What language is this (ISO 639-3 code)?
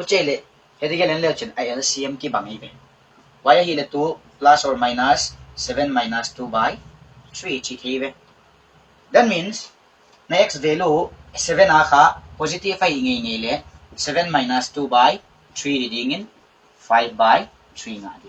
pck